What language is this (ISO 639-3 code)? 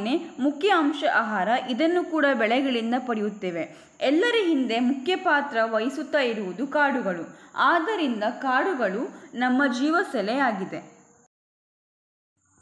kan